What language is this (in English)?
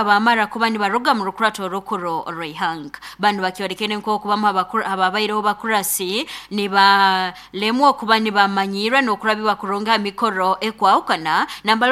Nyoro